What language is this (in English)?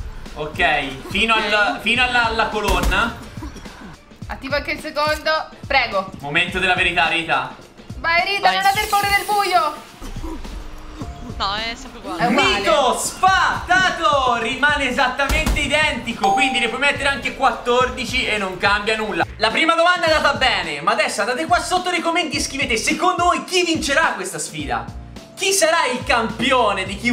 Italian